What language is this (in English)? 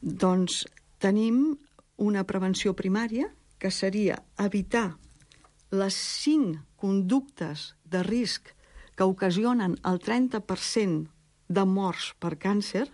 Catalan